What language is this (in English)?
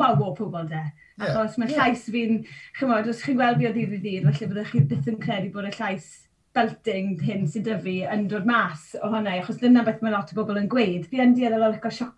Welsh